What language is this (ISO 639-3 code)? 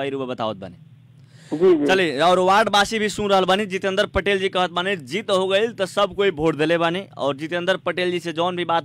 bho